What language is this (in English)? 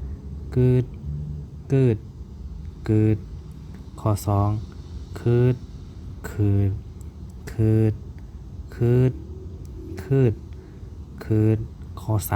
Shan